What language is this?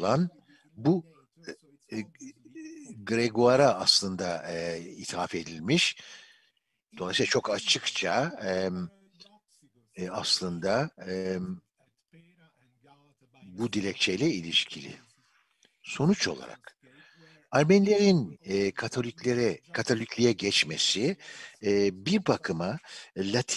Turkish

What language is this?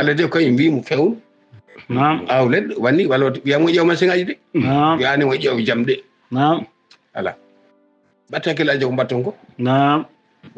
Fula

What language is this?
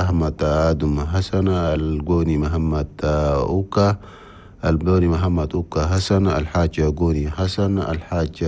Chadian Arabic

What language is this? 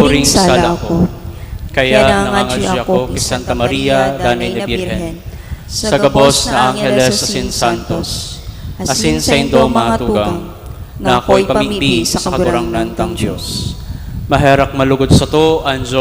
Bikol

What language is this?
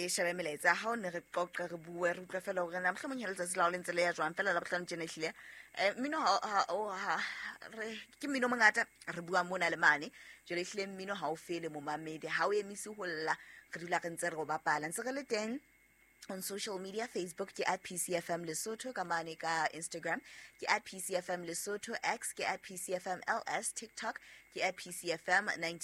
Southern Sotho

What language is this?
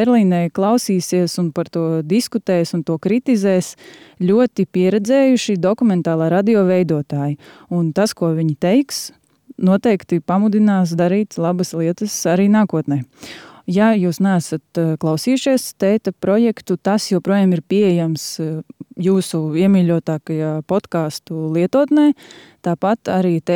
Latvian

